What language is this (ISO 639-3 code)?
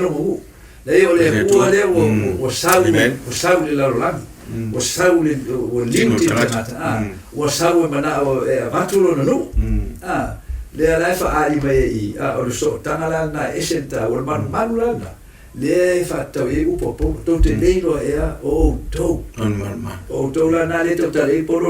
smo